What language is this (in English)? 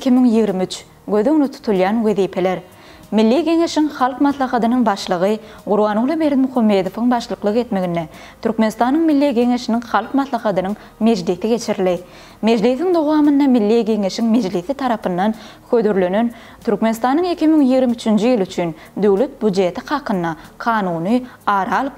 Turkmen